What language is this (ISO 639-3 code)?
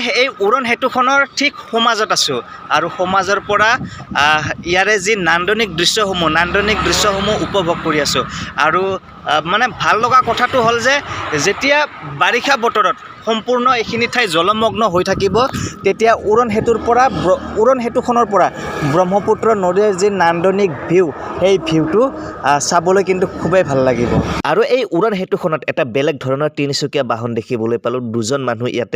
asm